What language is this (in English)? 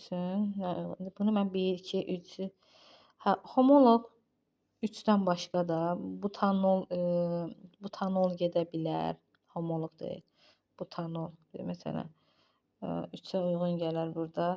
Azerbaijani